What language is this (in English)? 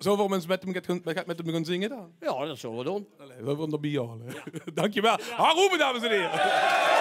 Limburgish